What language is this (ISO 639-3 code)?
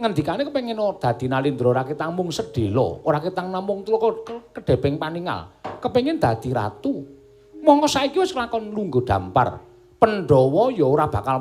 jav